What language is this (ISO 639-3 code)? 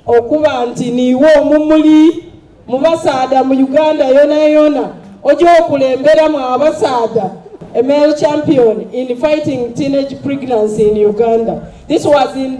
xog